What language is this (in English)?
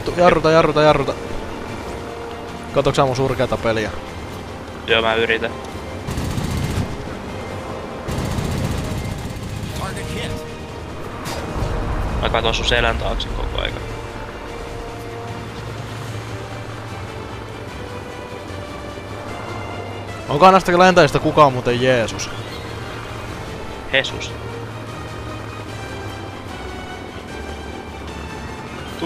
Finnish